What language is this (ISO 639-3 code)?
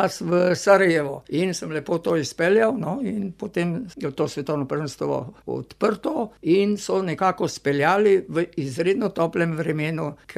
slv